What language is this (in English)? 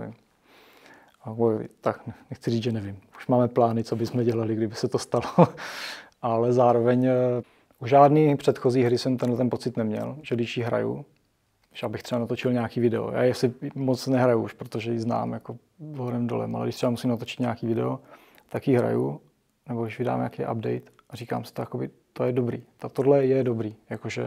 Czech